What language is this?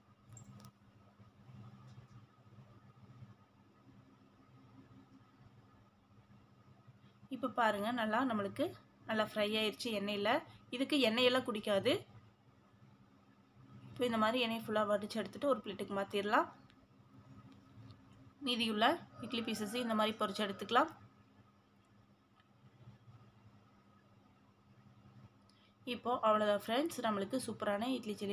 Tamil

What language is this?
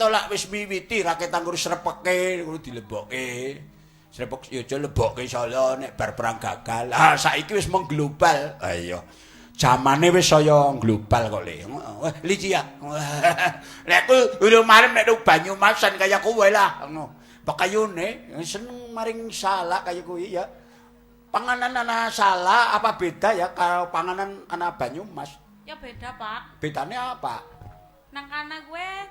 Javanese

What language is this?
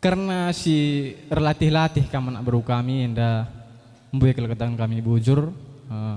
Batak Karo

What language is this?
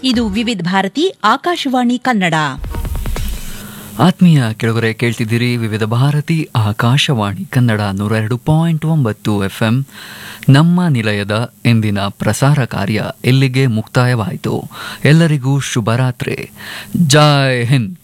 Kannada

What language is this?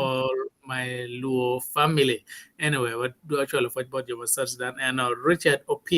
Acoli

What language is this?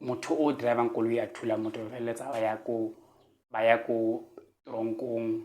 Tswana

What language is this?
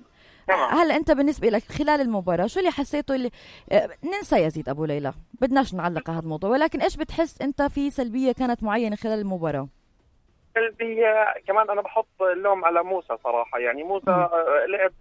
North Levantine Arabic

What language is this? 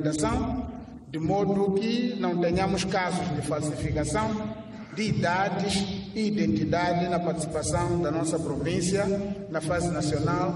Tsonga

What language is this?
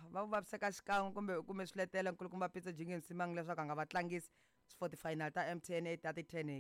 Tsonga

